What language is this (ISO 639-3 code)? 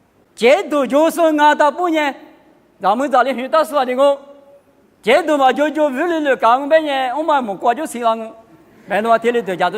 lis